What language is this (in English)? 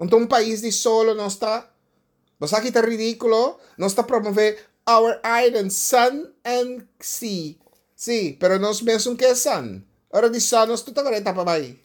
Papiamento